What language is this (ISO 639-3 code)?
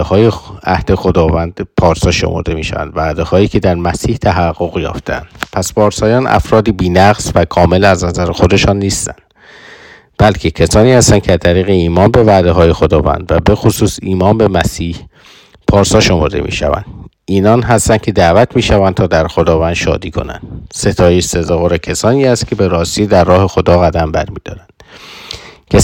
fas